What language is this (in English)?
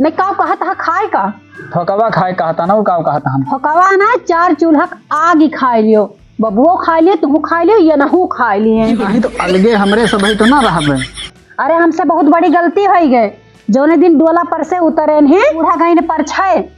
Awadhi